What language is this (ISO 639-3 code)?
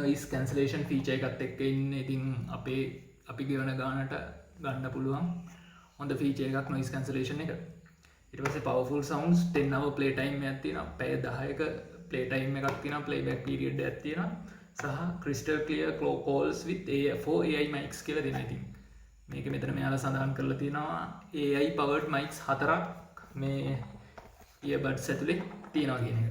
sin